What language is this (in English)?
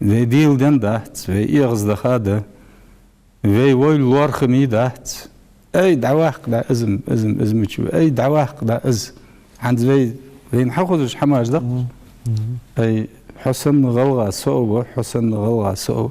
Ingush